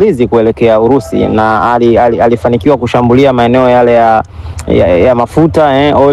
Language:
Swahili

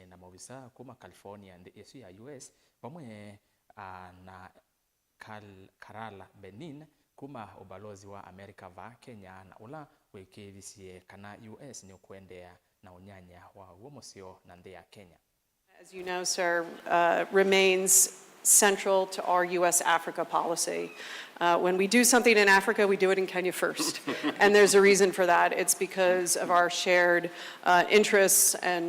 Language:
Kamba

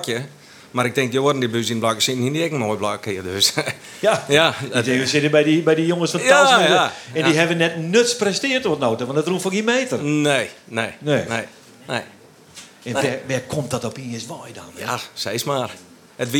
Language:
Western Frisian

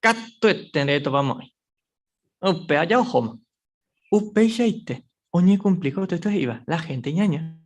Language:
Guarani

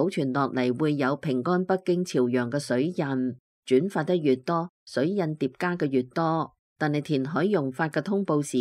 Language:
Cantonese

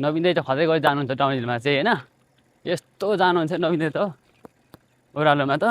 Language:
Nepali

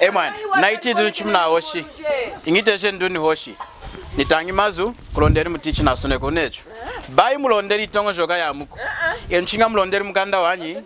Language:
Lunda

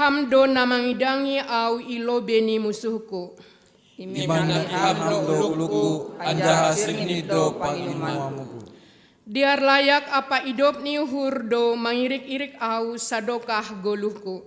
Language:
Batak Simalungun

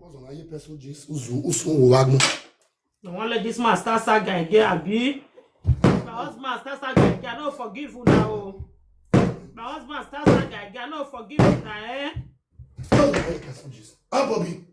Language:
Nigerian Pidgin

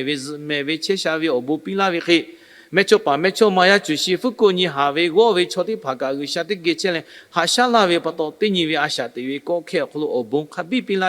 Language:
Lahu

